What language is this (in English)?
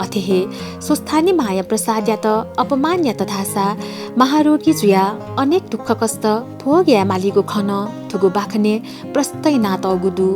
Newari